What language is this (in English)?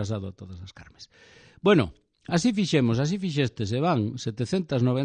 Galician